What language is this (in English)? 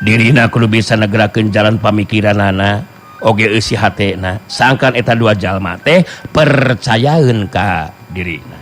Sundanese